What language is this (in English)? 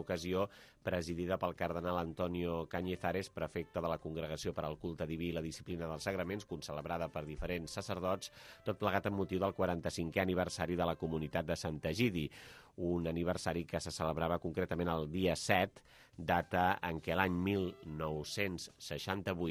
Catalan